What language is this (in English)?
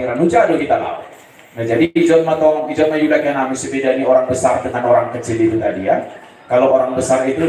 Batak Simalungun